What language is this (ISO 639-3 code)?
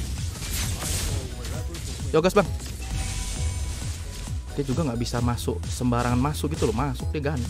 ind